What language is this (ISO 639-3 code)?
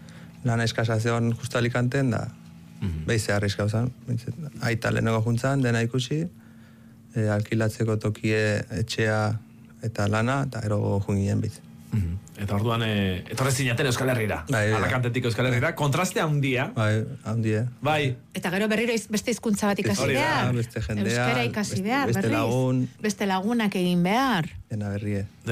eus